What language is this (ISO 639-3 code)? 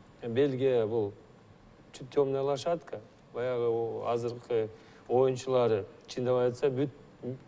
kir